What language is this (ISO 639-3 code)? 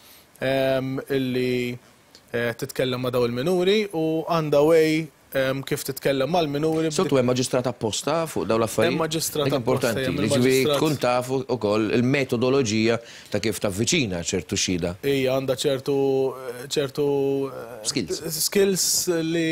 mlt